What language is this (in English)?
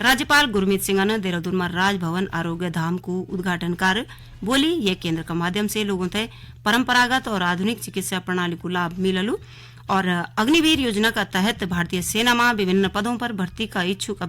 Garhwali